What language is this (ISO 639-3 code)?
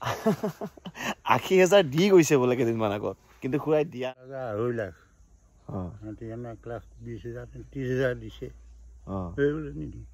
asm